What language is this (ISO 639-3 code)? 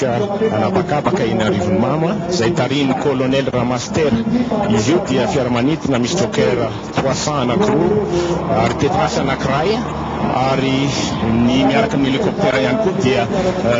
mlg